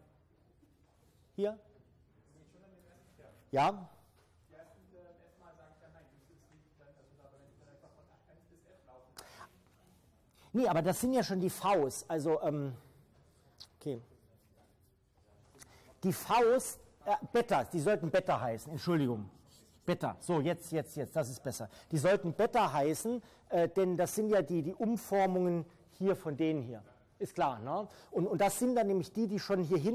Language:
German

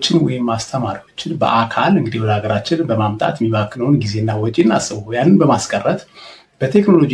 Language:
Amharic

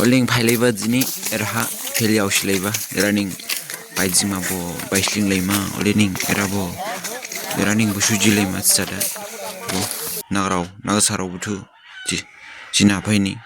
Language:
Dimasa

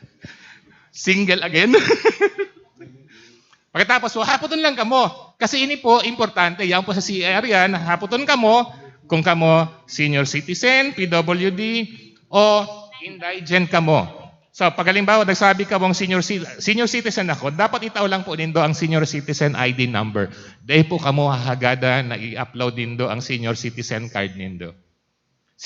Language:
Bikol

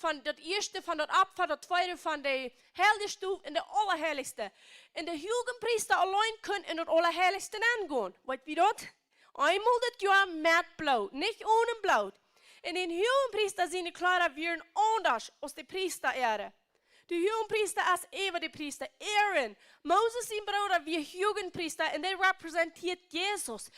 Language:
Plautdietsch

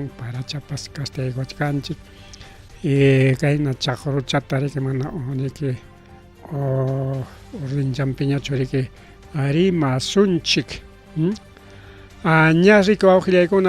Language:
Ayacucho Quechua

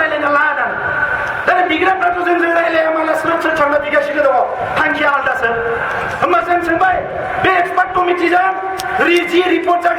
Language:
Bodo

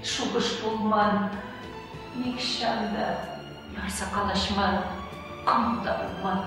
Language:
Chuvash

